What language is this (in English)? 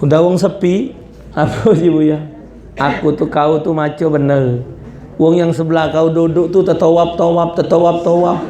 Musi